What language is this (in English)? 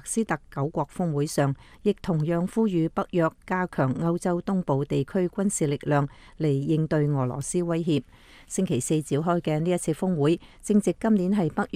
Cantonese